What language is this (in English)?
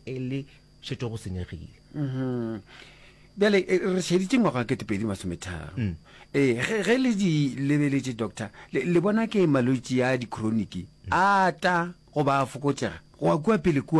Northern Sotho